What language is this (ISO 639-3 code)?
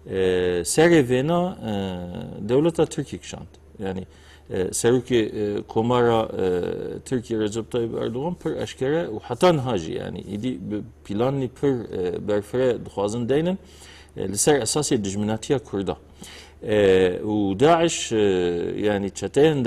kur